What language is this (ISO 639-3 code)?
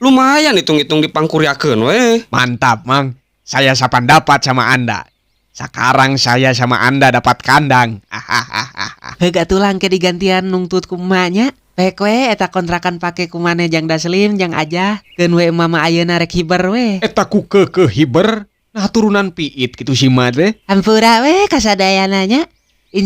sun